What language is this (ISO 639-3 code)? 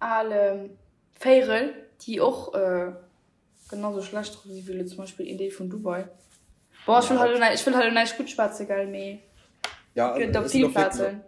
ltz